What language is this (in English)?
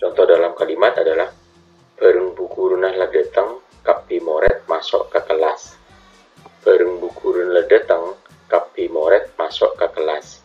Madurese